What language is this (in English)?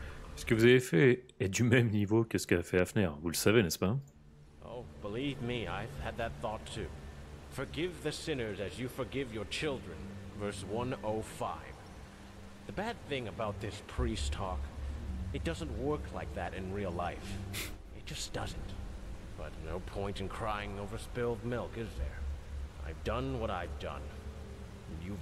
French